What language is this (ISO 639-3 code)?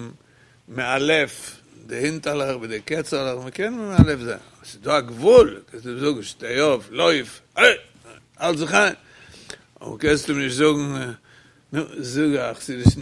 yid